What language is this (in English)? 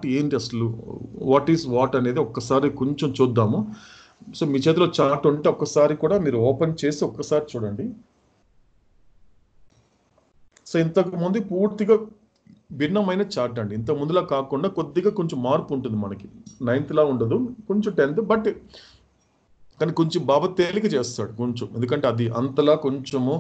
Telugu